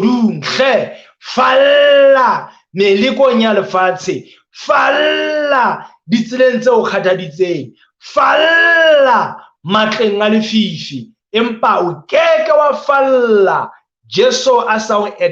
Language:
Southern Sotho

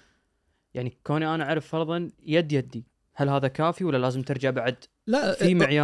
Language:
Najdi Arabic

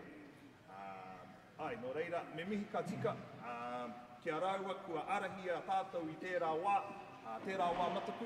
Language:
Māori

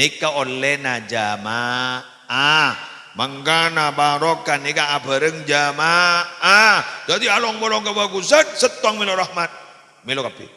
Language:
Madurese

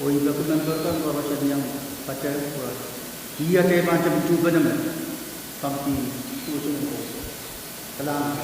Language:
Pohnpeian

